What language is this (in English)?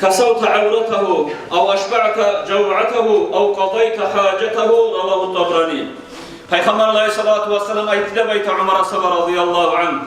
Kumyk